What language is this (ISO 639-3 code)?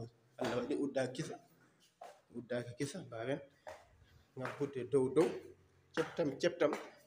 ful